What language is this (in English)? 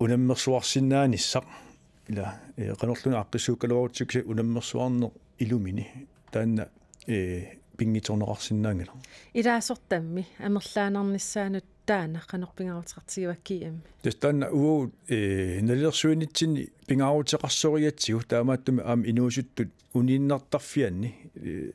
Kalaallisut